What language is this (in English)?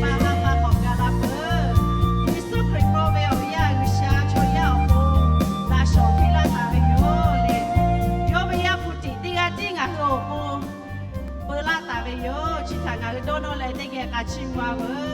Lahu